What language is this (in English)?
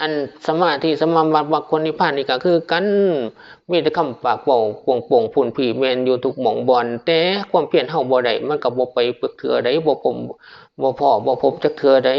Northeastern Thai